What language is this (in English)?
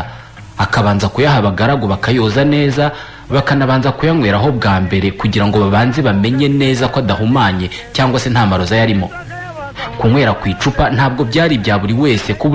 Kinyarwanda